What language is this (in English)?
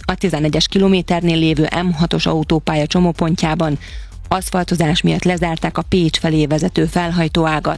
Hungarian